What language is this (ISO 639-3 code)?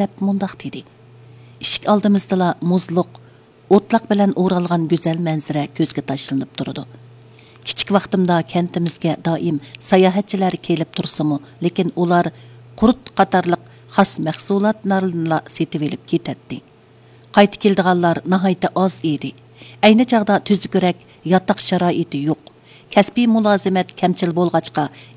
uig